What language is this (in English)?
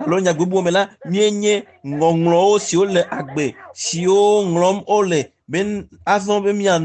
Ewe